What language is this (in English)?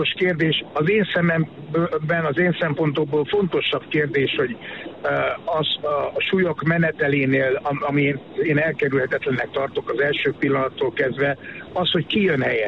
Hungarian